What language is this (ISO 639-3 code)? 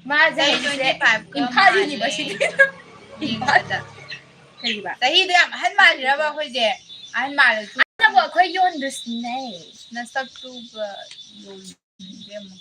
mni